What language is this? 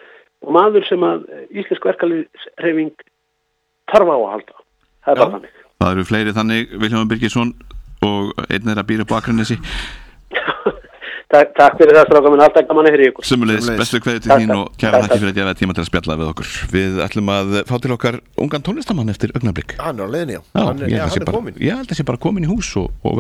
Icelandic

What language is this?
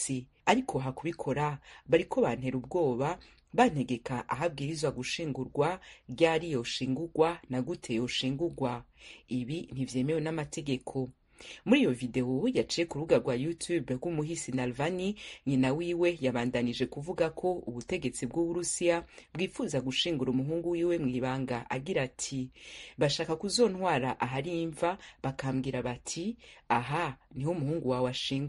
Rundi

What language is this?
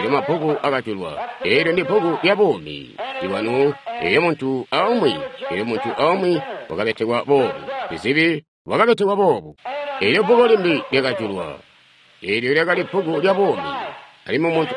Tonga (Zambia)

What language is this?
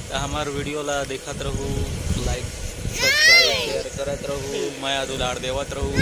Chhattisgarhi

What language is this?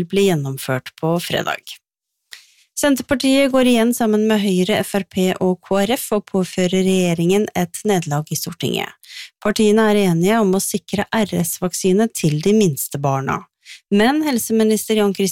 Norwegian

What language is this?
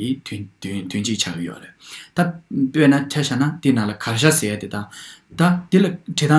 Tibetan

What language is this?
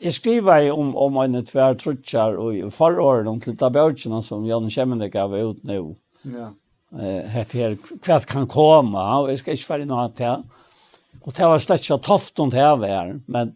Faroese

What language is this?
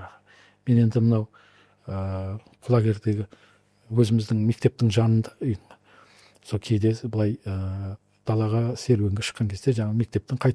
Kazakh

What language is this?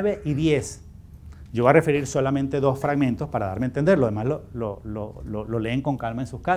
Spanish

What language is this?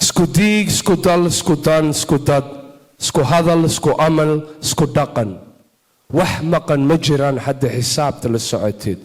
Somali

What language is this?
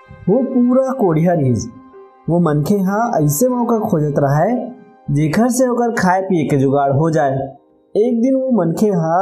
Chhattisgarhi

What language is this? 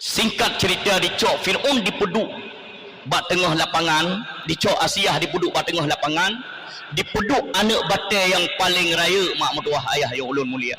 Achinese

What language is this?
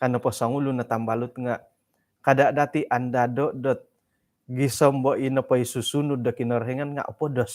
Central Dusun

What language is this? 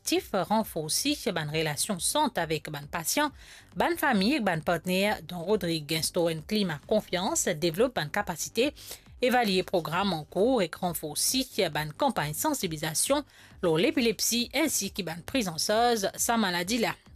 Morisyen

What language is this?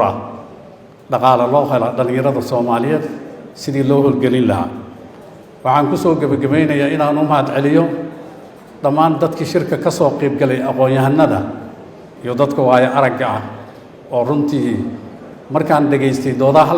Somali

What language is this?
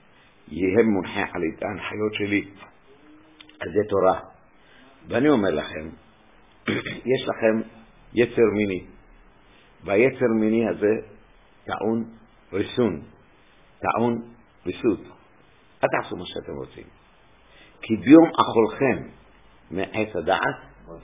Hebrew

